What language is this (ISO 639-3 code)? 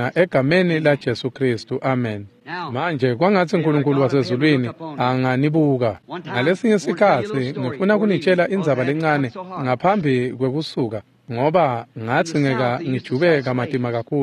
ssw